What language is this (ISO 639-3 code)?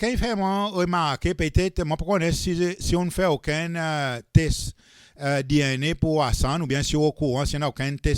crs